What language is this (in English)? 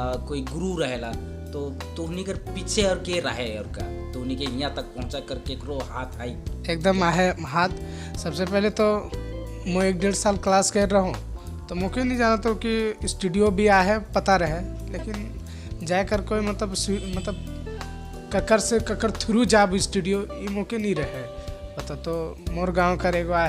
Sadri